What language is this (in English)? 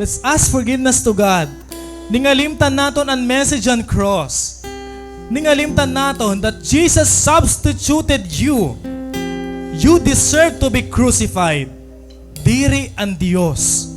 Waray